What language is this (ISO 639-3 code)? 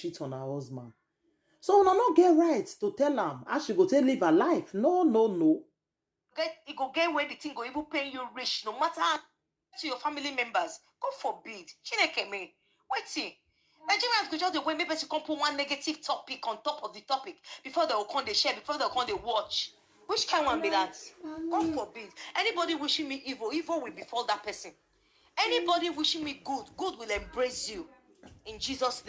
pcm